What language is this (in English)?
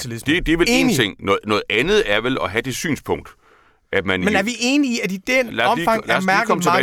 Danish